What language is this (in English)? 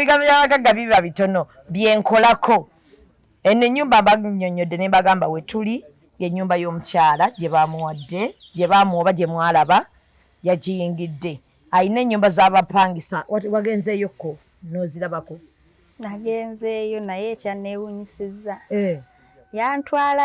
Ganda